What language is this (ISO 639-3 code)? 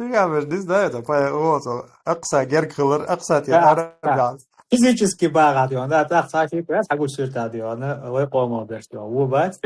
che